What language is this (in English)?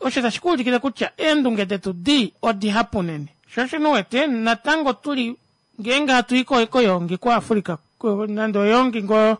Kuanyama